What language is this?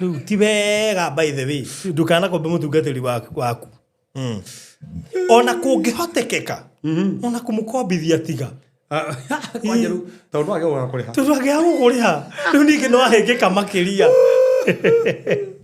Kikuyu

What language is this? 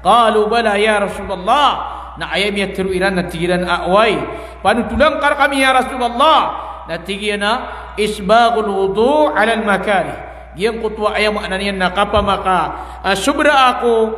Maranao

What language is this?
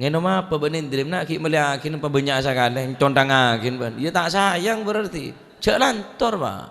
Madurese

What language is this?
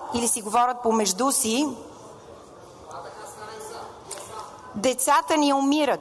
Bulgarian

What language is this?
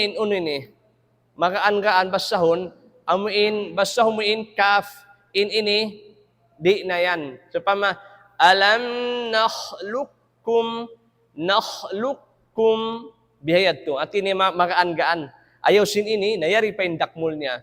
Tausug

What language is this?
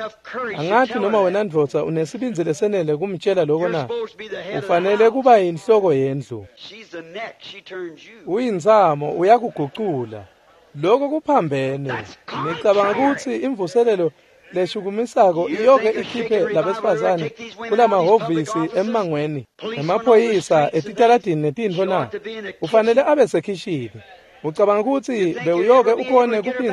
Swati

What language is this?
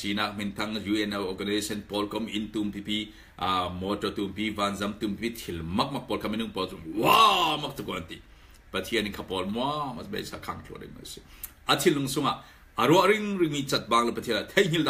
Falam Chin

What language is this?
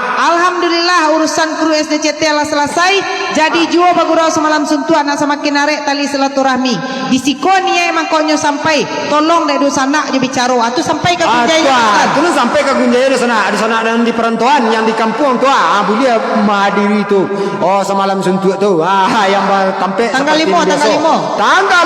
Minangkabau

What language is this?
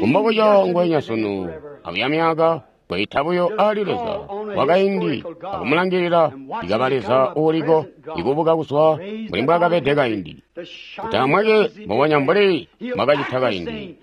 Tonga (Zambia)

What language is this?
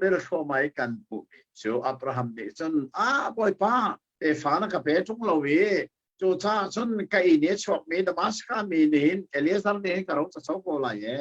Hakha Chin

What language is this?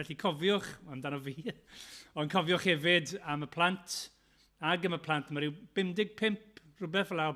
Welsh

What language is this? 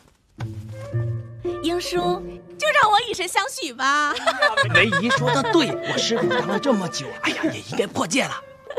Chinese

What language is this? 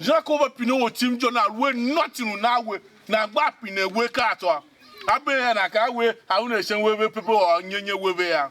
Tiv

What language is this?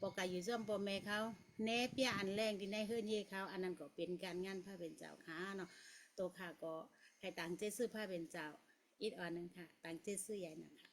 Shan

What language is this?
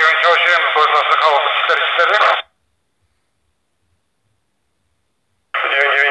Polish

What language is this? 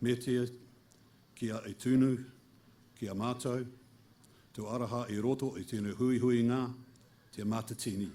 Māori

